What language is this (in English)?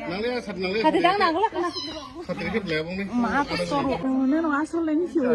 Kok Borok